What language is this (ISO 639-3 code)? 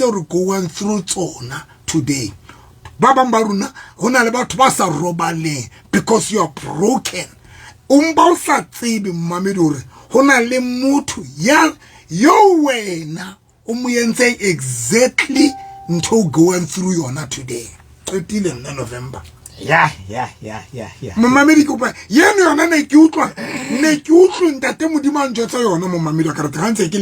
sot